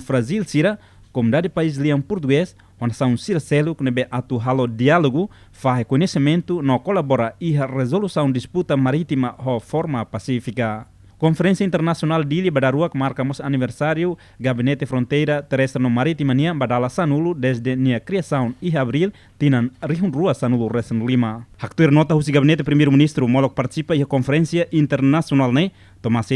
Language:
Tetum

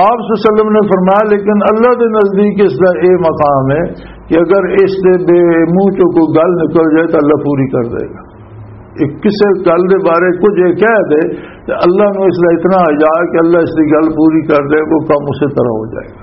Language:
Western Panjabi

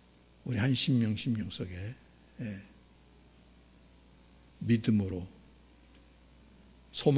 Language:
Korean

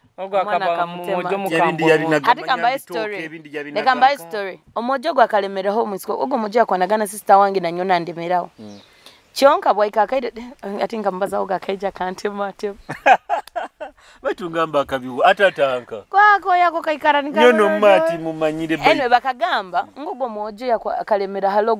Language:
Nyoro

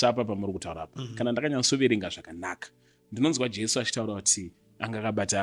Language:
Shona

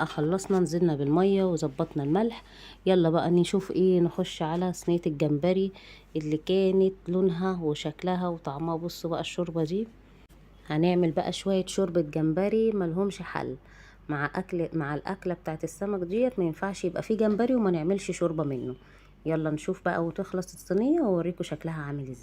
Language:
Egyptian Arabic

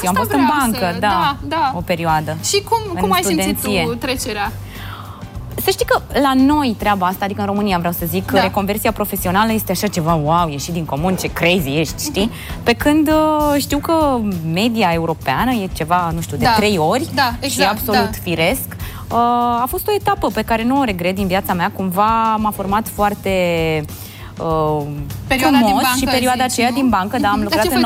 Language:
Romanian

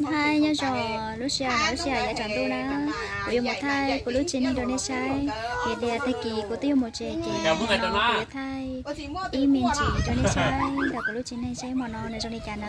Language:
Hmong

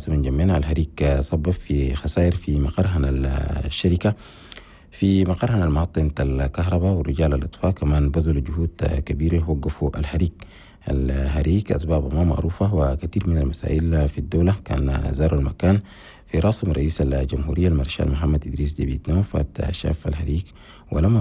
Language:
Chadian Arabic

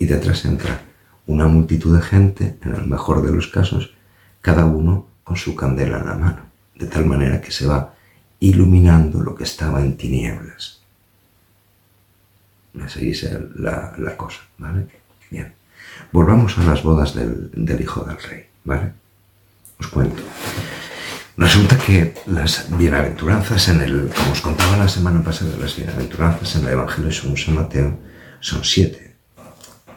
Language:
Spanish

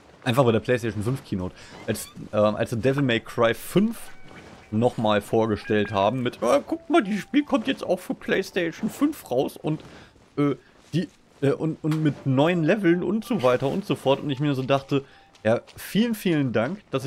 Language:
German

